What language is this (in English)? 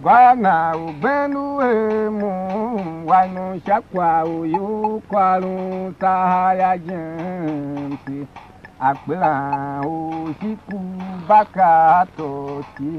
Tiv